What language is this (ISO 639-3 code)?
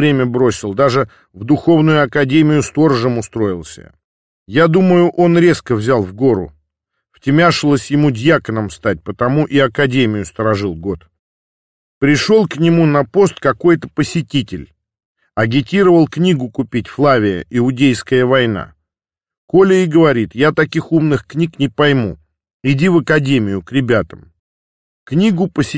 rus